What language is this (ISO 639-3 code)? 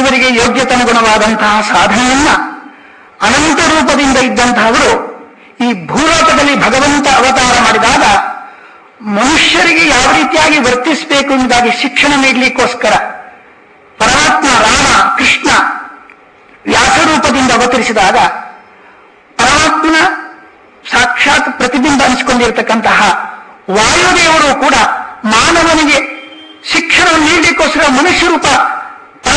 kan